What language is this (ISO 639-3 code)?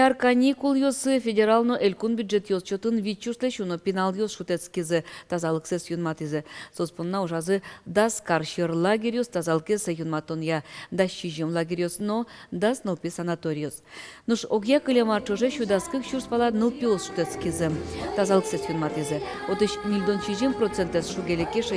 udm